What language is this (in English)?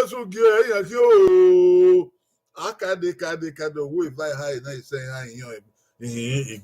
Bini